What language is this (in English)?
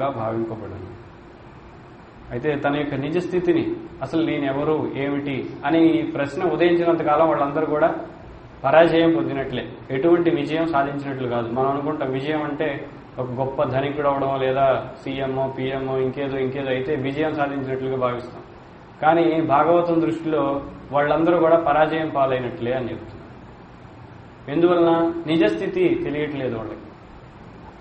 Telugu